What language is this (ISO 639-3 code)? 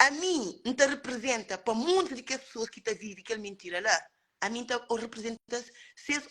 kea